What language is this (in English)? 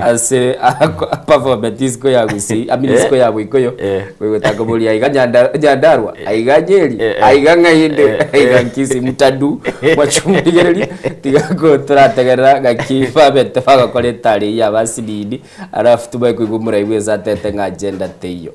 Gusii